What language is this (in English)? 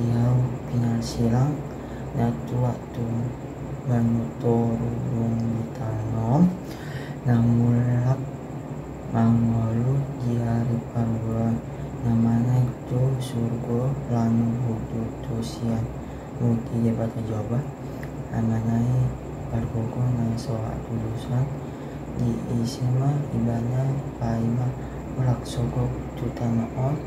Batak Toba